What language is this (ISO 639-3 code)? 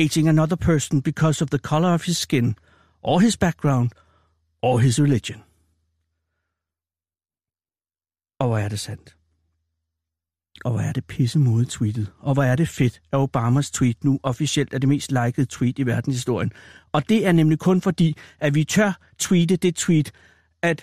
dan